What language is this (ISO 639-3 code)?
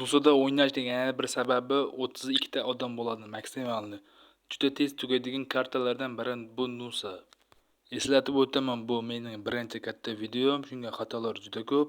uzb